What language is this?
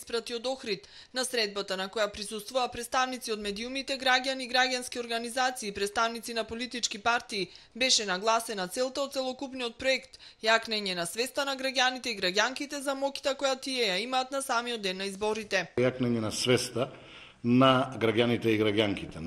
Macedonian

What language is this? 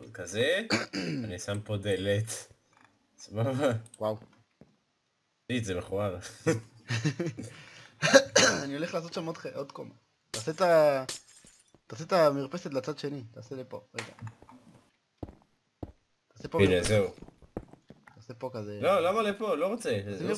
Hebrew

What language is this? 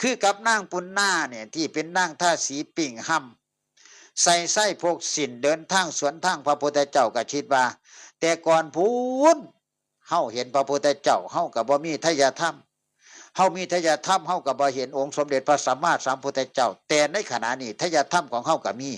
Northeastern Thai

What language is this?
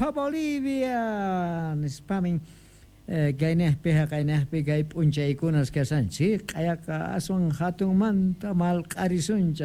South Bolivian Quechua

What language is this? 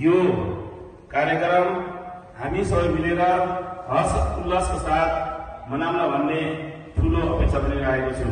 Nepali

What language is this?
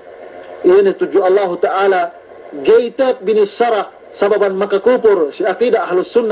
Yakan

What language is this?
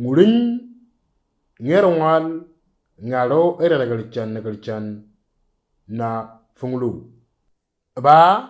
Moro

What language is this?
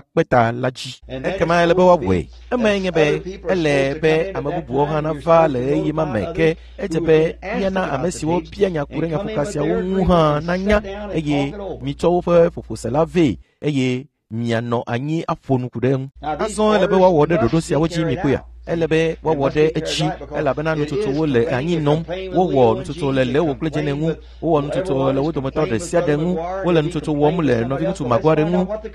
Ewe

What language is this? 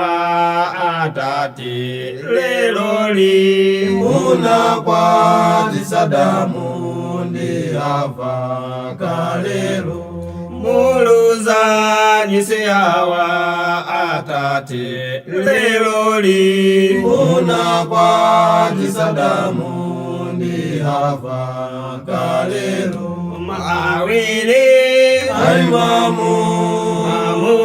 Nyanja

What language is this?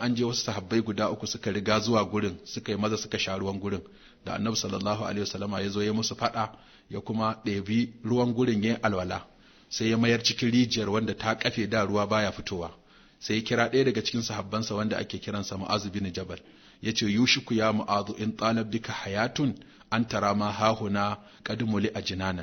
Hausa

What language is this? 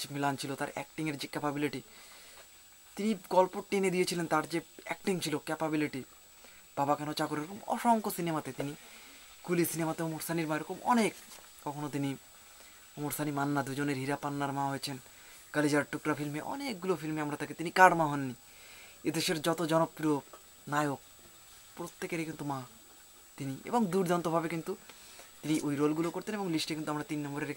Bangla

